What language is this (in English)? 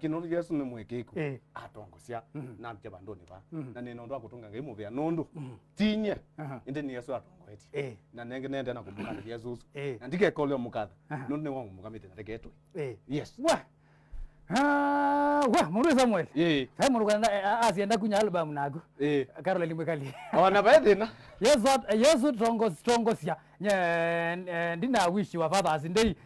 Kamba